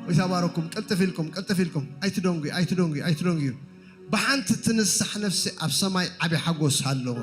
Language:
Tigrinya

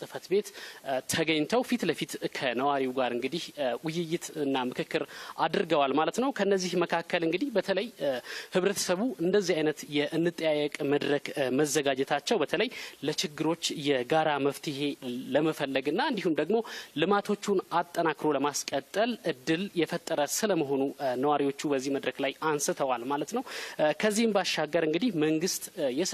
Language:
Amharic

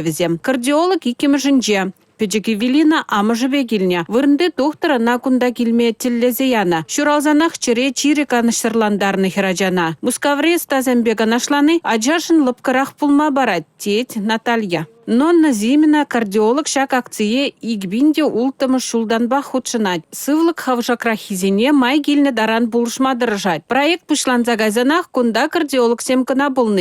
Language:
Chuvash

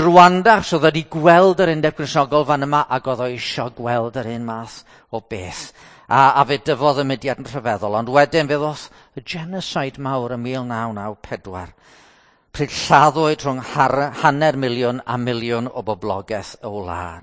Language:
Welsh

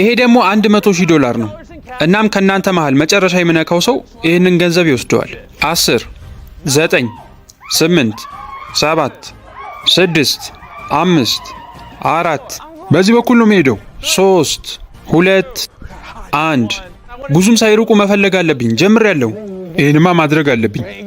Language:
Amharic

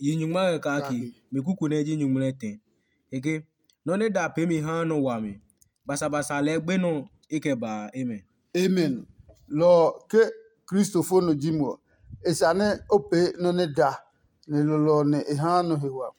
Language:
Adangme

